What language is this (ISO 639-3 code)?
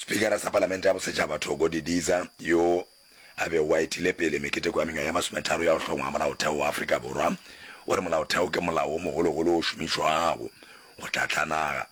nso